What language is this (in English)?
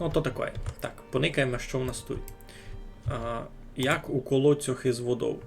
Rusyn